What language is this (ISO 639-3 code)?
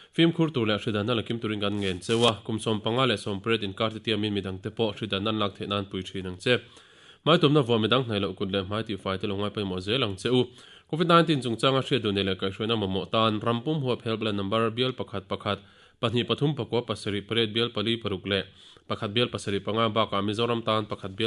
lus